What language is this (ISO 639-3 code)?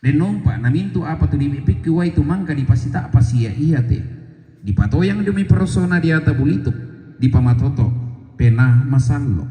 sda